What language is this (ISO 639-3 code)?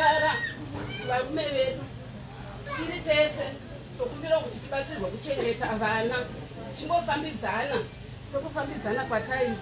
sna